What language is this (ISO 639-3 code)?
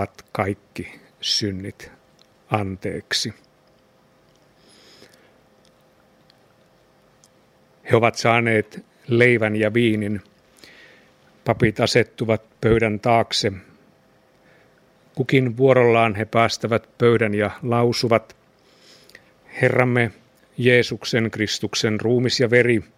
fin